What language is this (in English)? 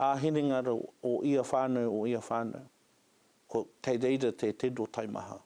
Māori